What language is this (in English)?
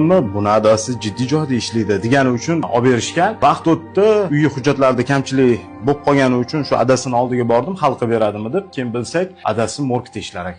Uzbek